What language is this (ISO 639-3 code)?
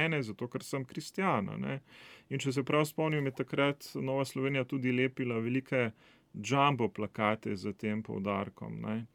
slv